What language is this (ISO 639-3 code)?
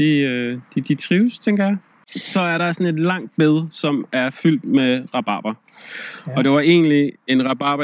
dan